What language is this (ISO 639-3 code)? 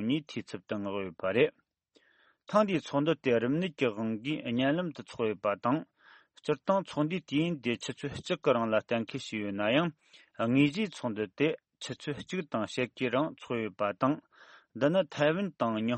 bod